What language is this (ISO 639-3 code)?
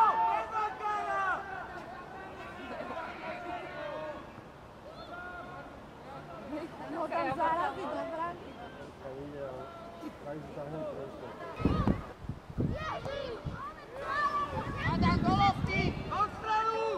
slk